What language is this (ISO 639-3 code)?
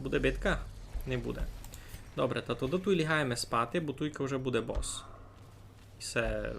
rue